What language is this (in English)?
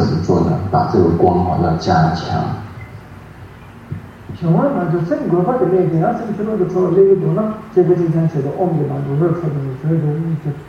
Chinese